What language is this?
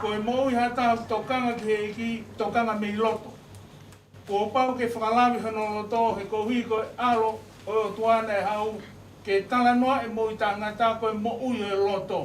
Tongan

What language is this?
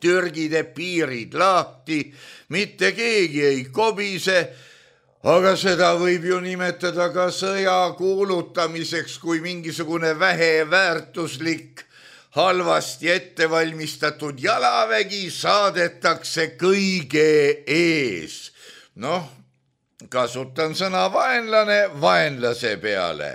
Estonian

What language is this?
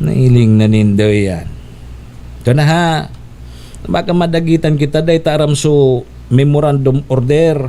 Bikol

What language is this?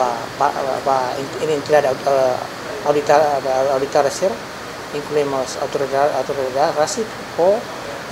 Tetum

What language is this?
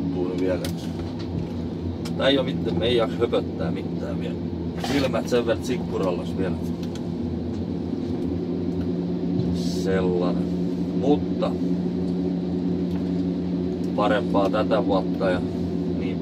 Finnish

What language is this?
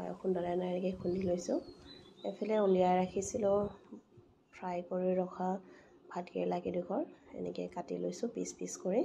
Assamese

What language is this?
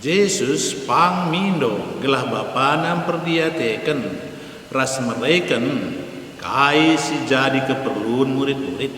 Batak Karo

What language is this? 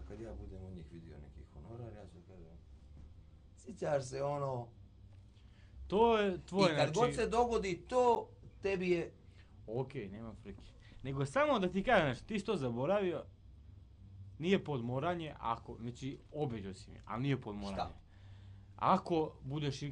Bosnian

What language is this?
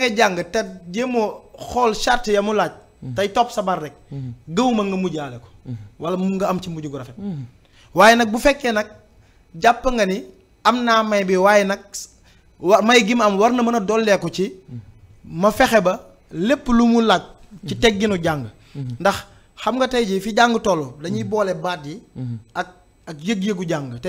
Wolof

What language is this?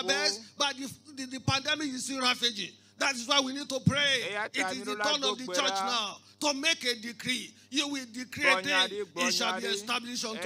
Ewe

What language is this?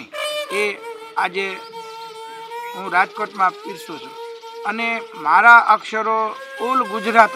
Gujarati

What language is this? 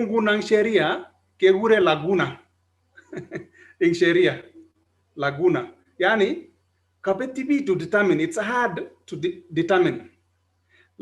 Kalenjin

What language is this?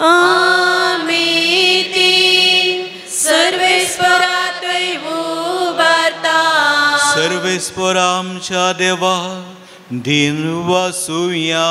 Konkani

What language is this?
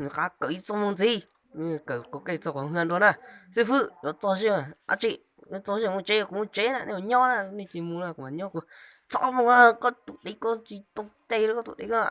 Hmong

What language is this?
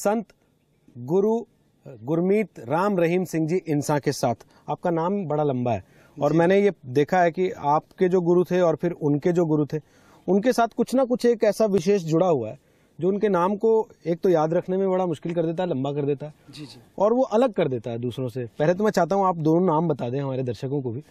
Hindi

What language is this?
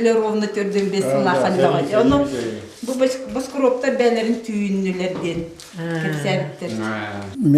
Yakut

